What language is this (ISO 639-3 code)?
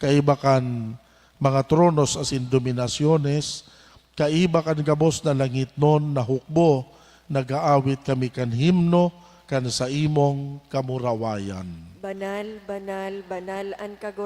bik